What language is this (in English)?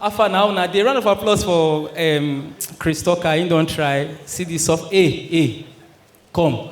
Nigerian Pidgin